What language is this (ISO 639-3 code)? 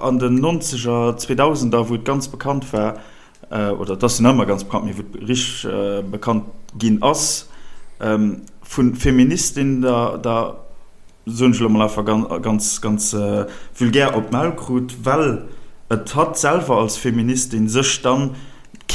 ltz